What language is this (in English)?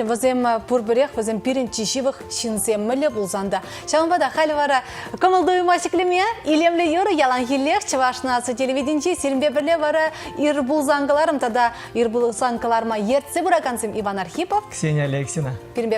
Chuvash